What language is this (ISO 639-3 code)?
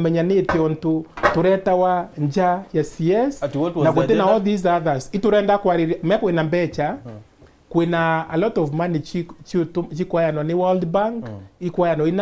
mer